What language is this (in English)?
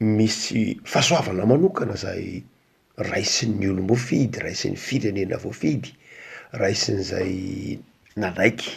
Malagasy